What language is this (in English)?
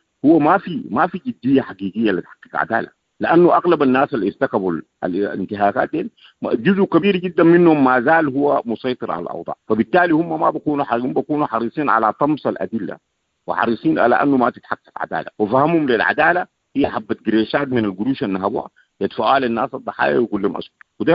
Sudanese Arabic